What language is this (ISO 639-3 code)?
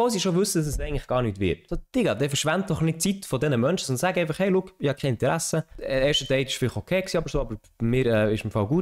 gsw